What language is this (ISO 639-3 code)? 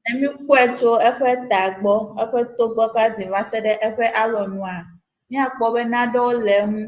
ewe